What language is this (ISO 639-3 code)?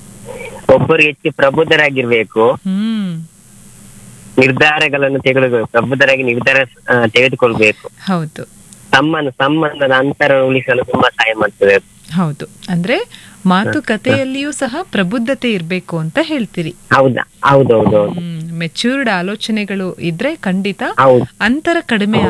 kan